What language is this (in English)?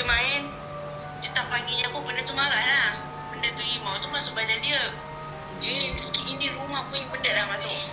Malay